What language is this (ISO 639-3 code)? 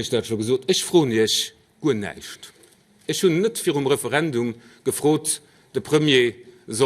ltz